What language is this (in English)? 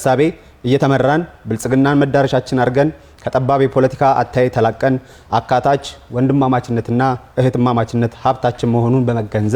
Amharic